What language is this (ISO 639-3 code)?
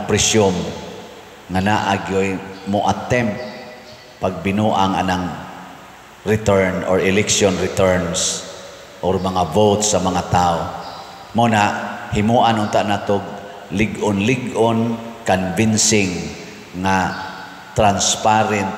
ceb